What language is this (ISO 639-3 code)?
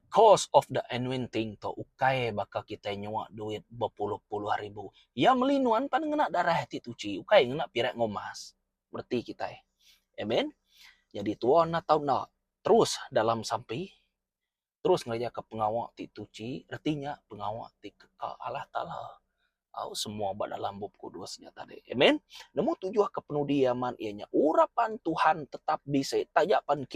iba